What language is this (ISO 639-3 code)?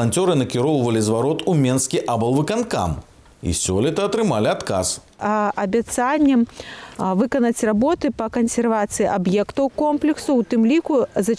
bel